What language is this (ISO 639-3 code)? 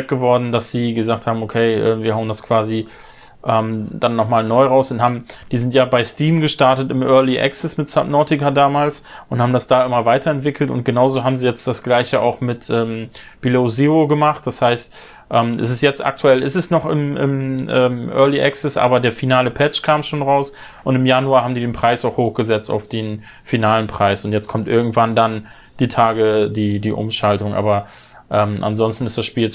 deu